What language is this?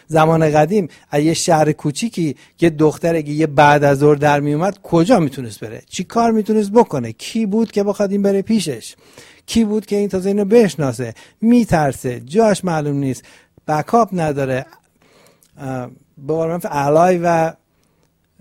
Persian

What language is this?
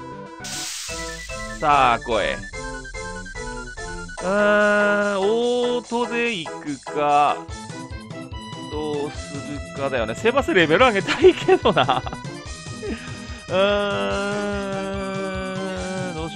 Japanese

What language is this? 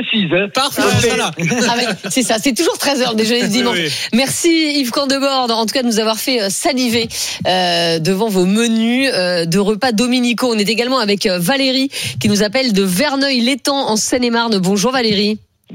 French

